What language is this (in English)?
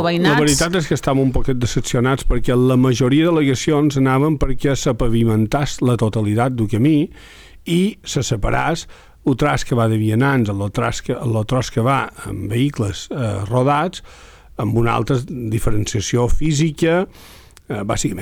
Catalan